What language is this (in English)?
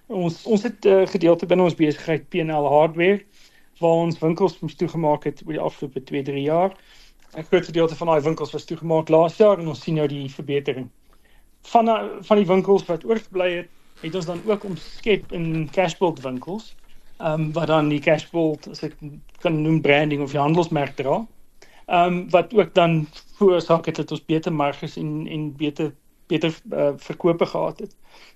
Afrikaans